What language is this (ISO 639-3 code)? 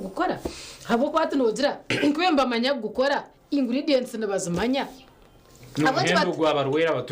nyn